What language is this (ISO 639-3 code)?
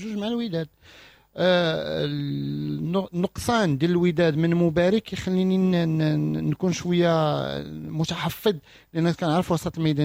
ary